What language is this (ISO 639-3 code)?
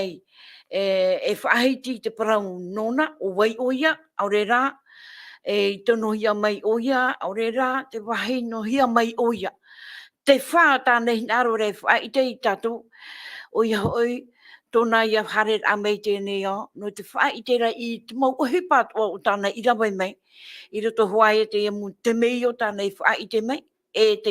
tah